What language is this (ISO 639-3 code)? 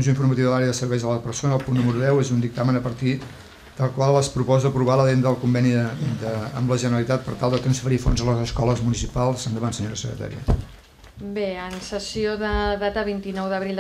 cat